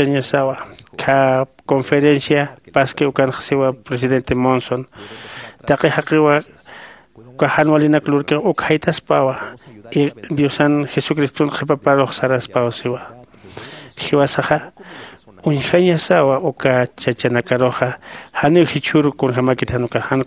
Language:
Aymara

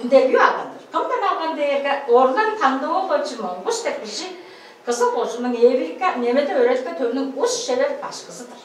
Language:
Tuvinian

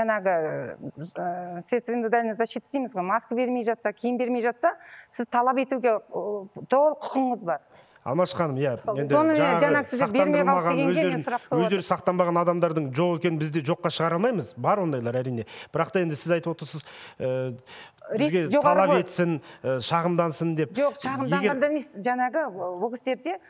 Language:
Kazakh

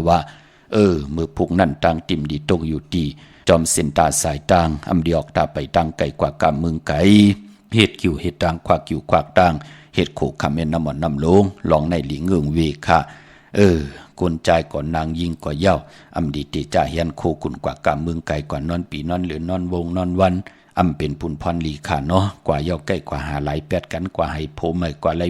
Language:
Shan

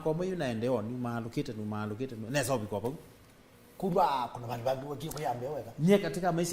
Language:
Kamba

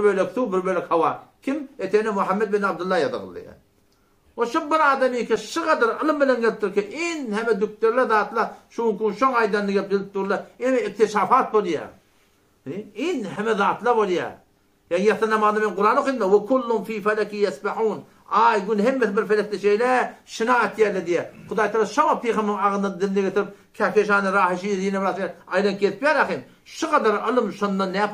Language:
Turkmen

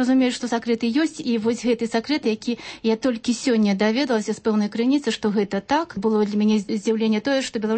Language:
Belarusian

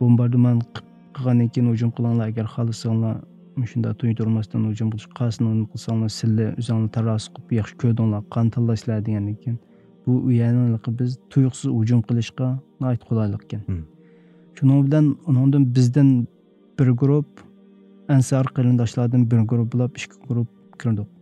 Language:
Uyghur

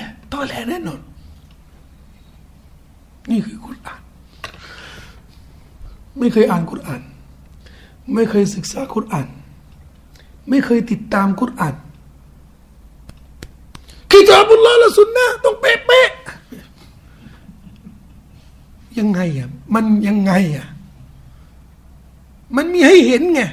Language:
Thai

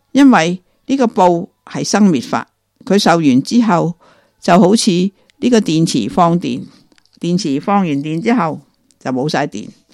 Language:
Cantonese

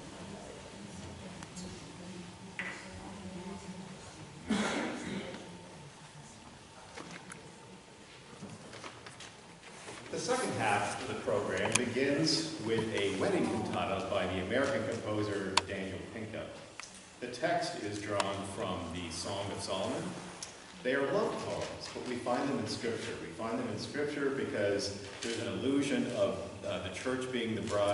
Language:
English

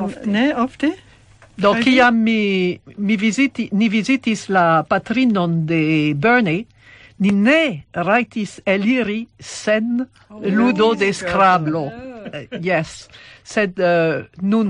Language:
Esperanto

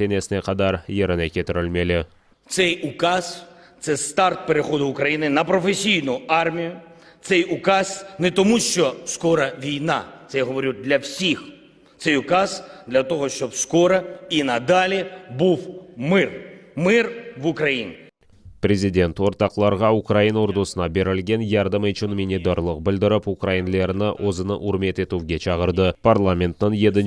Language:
Crimean Tatar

